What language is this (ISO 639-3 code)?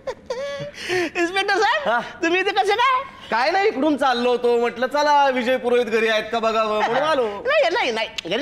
mar